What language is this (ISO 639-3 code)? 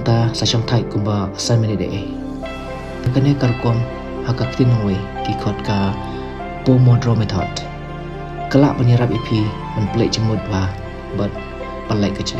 kha